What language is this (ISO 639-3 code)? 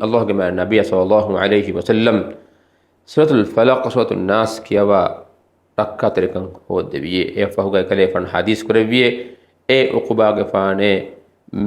div